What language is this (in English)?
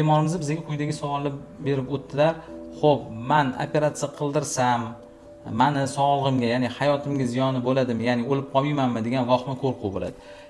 Uzbek